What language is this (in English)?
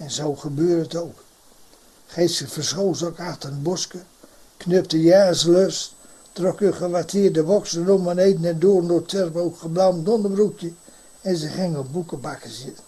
Gronings